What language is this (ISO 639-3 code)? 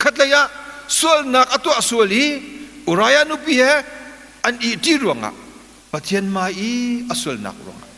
cnh